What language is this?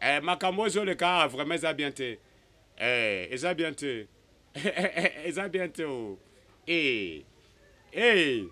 Lingala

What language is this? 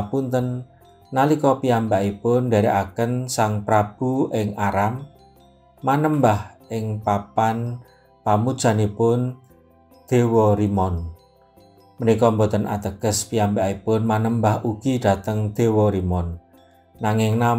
Javanese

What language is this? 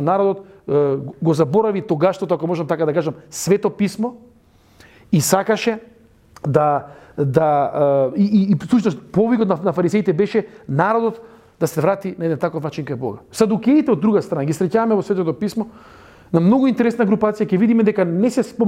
Macedonian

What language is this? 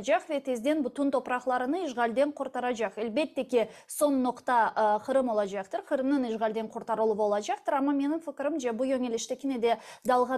Crimean Tatar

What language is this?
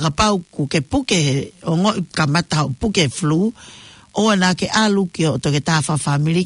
Tongan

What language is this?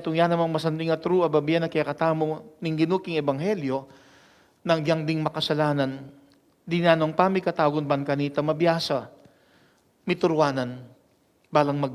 Pampanga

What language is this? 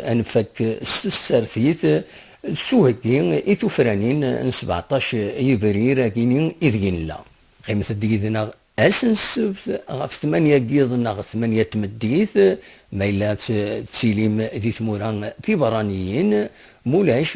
Kabyle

